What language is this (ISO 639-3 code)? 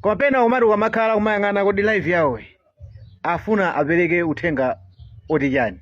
nya